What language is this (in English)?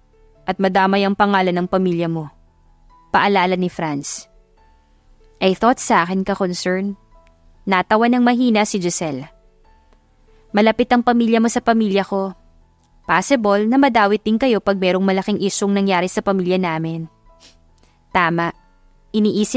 Filipino